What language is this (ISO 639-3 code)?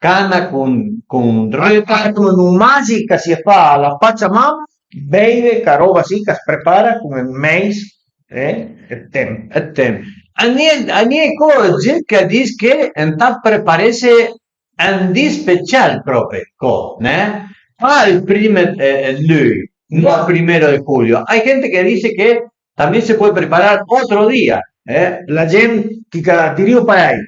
pms